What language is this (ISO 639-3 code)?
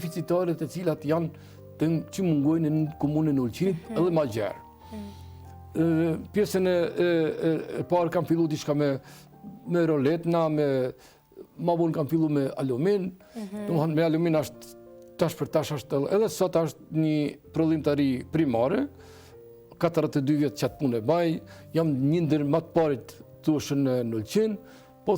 sqi